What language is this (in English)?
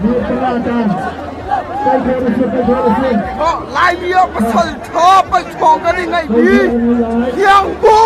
Hakha Chin